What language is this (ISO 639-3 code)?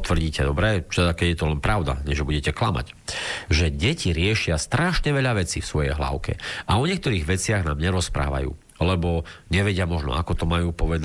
slk